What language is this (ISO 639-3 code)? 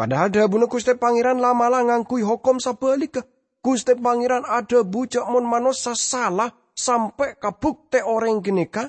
mad